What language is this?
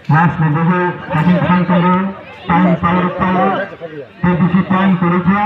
Kok Borok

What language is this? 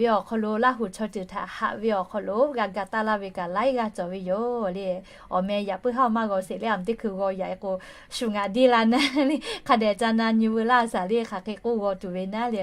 Lahu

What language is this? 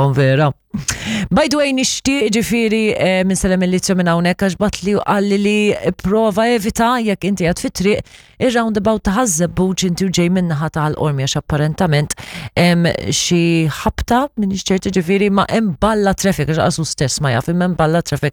Maltese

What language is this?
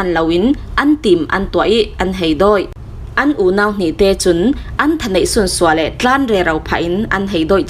Falam Chin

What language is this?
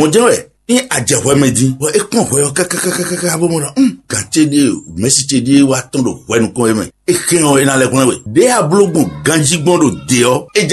Fon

